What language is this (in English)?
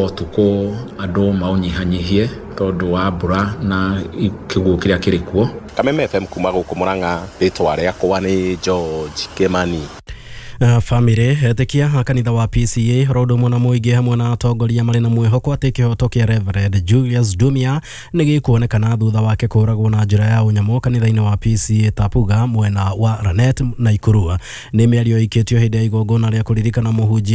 Kikuyu